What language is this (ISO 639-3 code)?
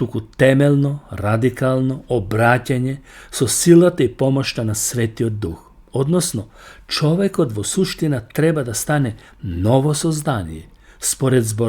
mkd